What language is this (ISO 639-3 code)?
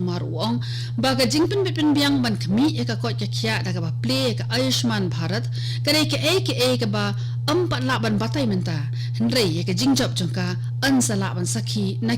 kha